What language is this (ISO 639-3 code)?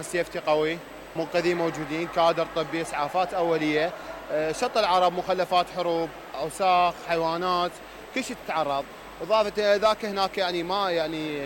acm